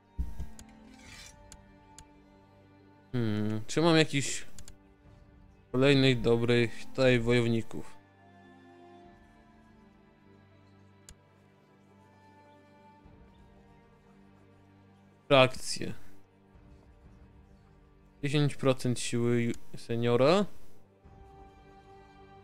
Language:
Polish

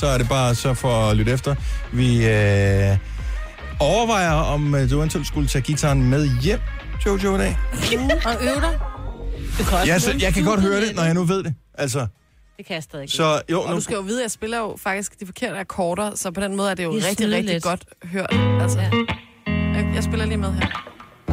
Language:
Danish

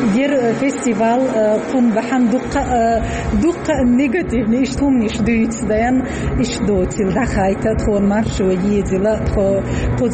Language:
Chechen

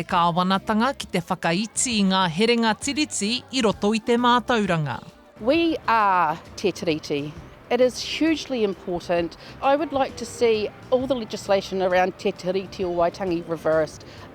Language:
Māori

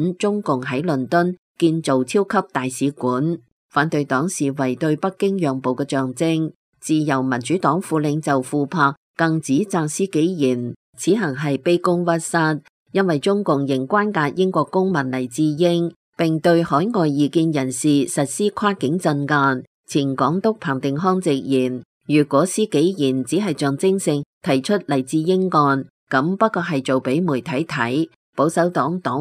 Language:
Cantonese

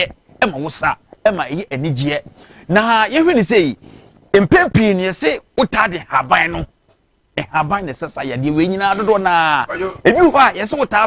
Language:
Akan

